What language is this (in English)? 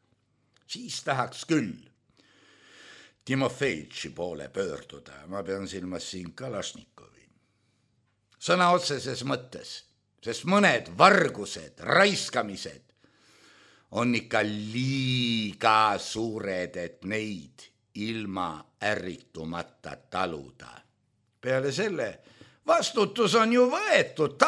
Estonian